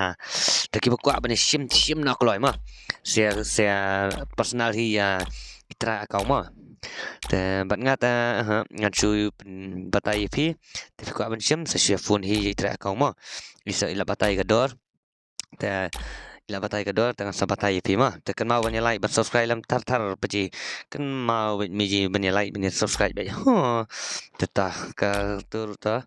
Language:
Khasi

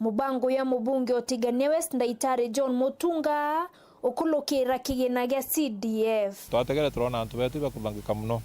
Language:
Meru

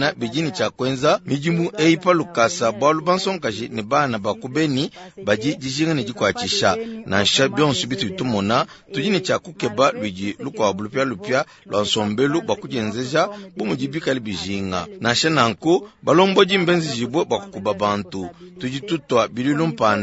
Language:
Luba-Lulua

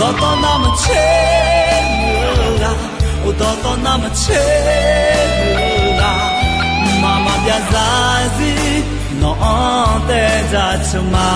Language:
Akha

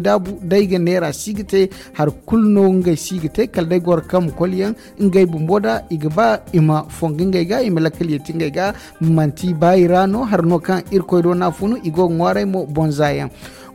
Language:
Zarma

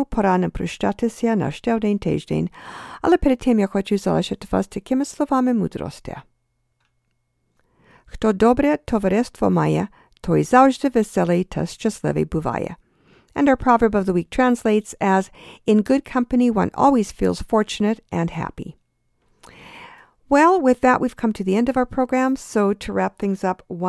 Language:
Ukrainian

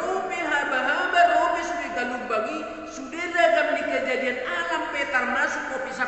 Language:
Batak Toba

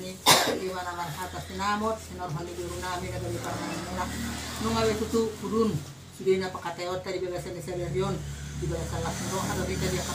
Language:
Batak Toba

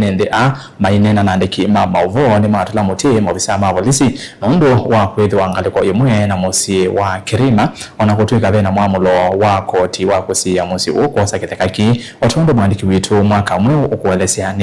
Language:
Kamba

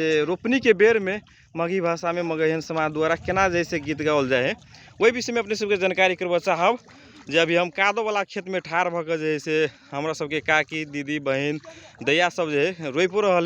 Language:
Magahi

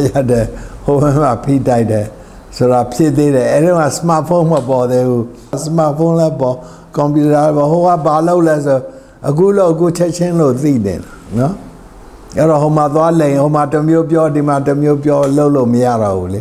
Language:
Burmese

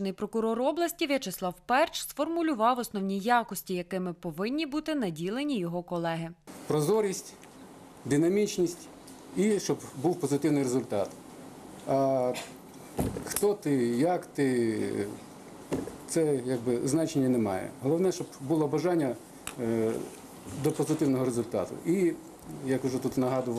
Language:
Ukrainian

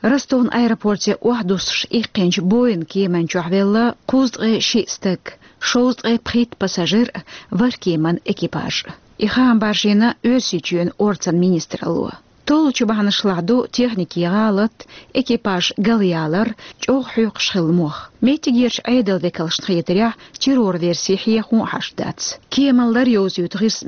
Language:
Chechen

